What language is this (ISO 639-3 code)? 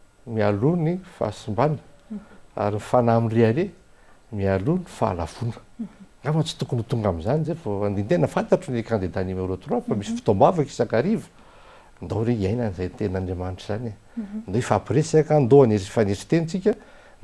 mlg